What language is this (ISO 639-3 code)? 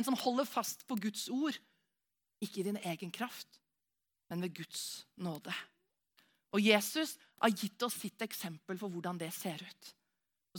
nor